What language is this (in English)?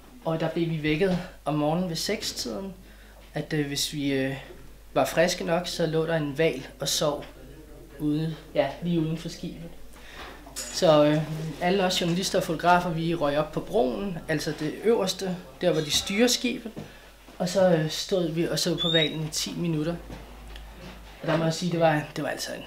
Danish